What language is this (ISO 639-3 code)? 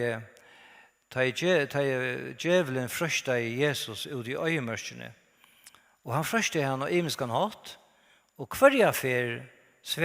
fao